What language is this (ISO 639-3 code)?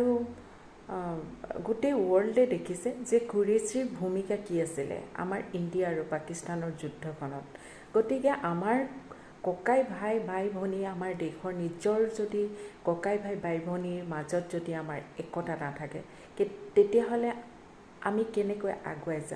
asm